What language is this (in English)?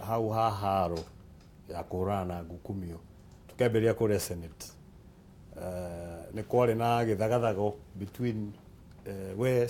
Kikuyu